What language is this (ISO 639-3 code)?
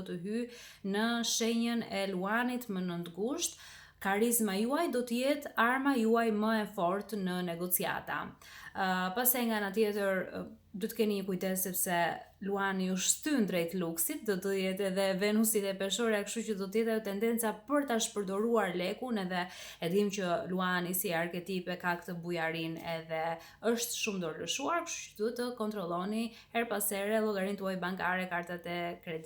sqi